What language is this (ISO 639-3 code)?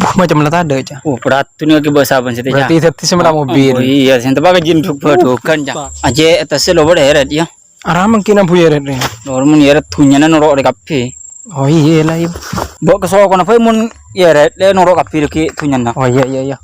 mad